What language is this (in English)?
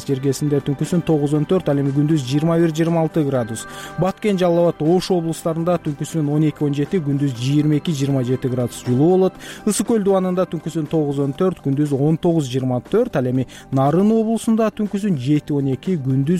Kyrgyz